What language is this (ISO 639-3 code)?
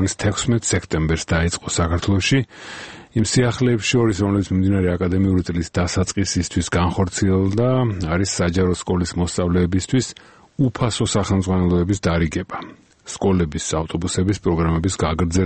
kat